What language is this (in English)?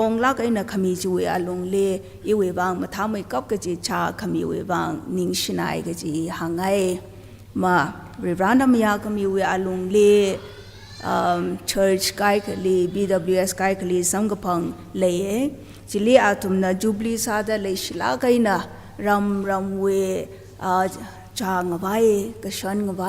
Tangkhul Naga (India)